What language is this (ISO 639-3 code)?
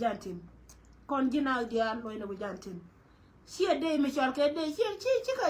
nus